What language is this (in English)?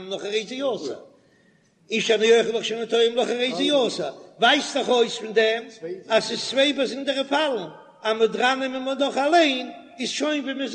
Yiddish